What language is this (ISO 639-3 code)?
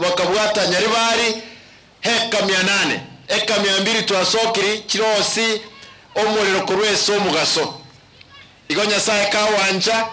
guz